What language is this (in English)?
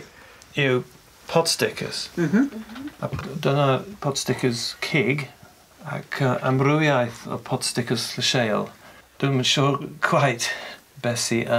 Welsh